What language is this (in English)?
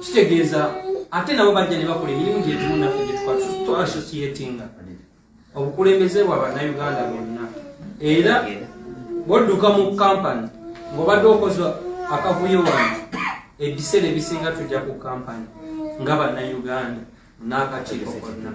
Ganda